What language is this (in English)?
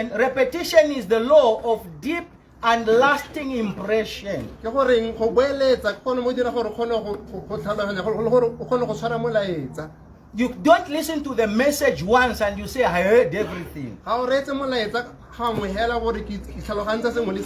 Tswana